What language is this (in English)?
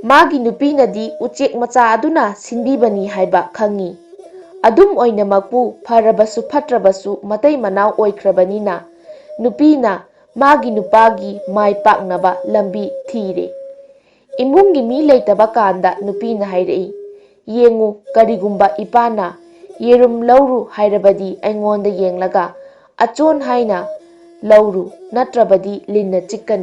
Manipuri